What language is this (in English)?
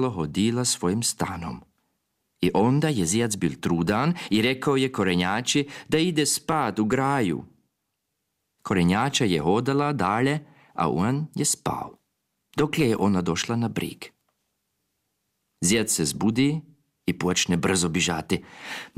Croatian